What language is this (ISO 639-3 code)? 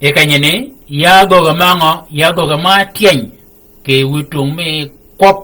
shk